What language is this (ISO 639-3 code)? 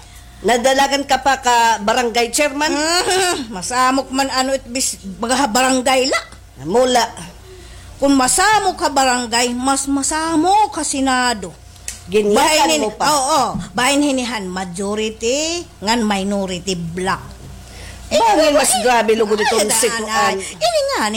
war